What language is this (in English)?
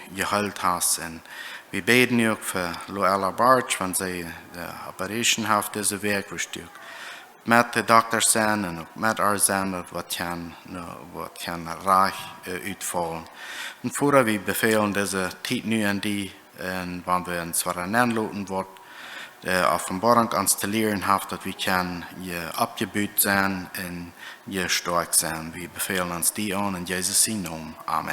Plautdietsch